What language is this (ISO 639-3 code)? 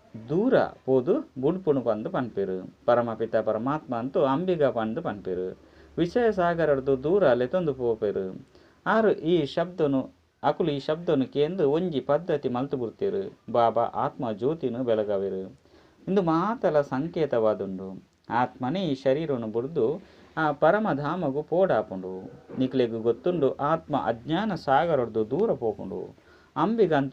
tcy